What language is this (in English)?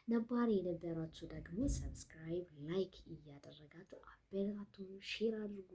Amharic